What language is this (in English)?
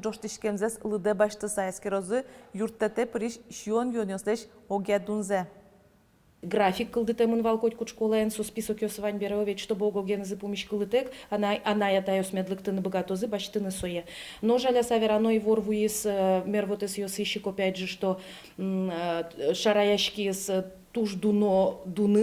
Udmurt